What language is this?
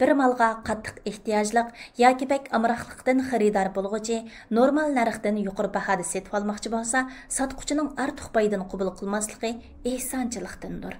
Uyghur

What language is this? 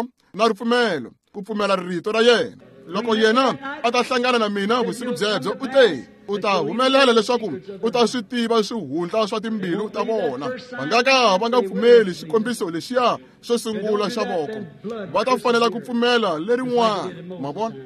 Tsonga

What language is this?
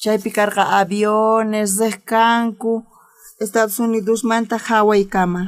South Bolivian Quechua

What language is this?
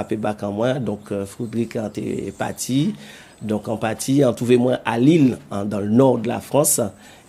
Guadeloupean Creole French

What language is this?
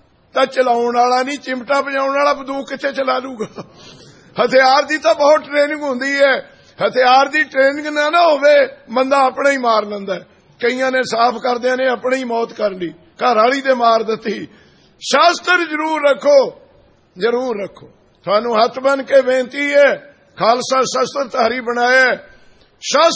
Punjabi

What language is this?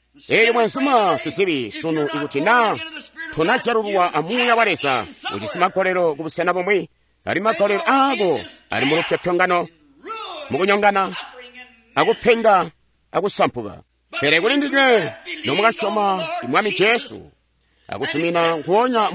Tonga (Zambia)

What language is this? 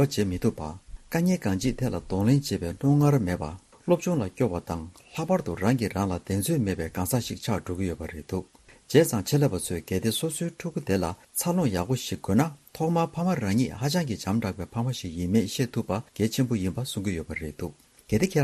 Tibetan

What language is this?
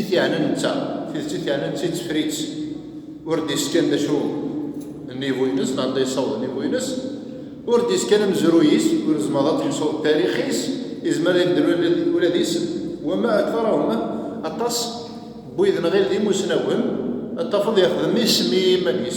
Kabyle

